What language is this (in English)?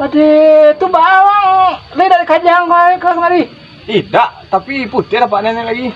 Minangkabau